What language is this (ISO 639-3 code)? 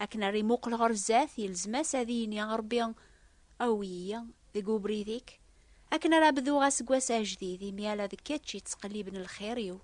kab